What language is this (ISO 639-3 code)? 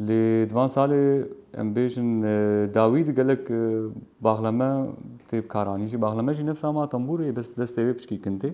kur